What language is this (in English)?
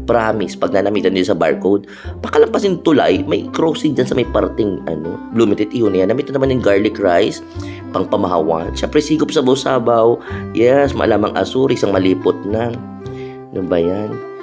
Bikol